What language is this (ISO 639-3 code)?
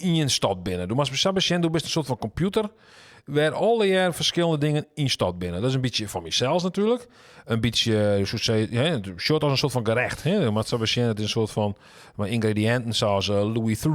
fry